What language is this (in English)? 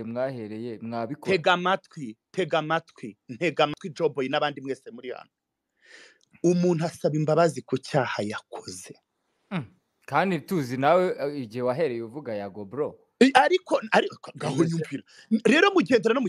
Kinyarwanda